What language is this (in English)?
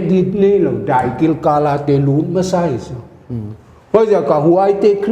Paite Chin